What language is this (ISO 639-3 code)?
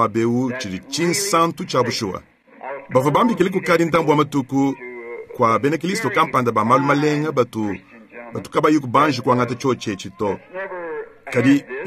lua